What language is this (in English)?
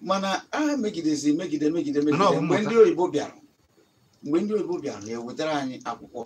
Igbo